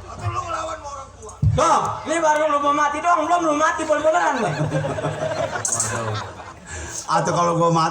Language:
Betawi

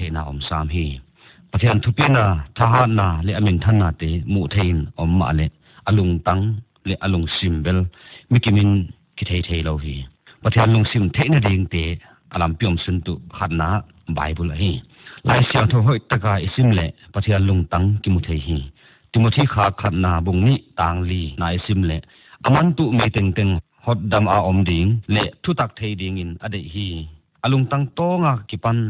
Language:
Paite Chin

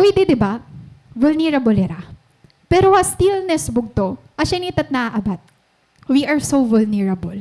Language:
Waray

